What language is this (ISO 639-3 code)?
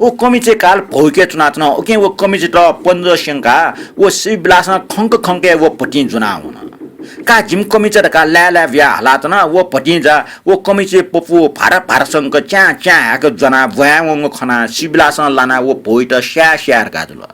new